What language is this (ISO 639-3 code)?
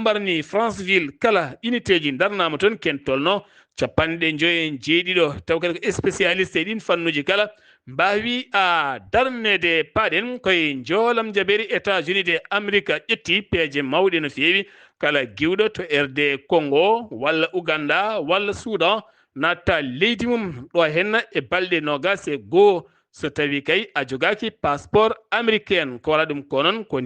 ful